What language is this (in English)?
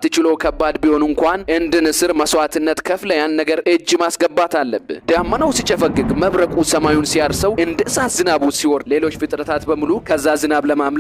Amharic